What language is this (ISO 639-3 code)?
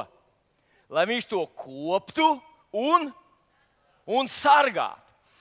lav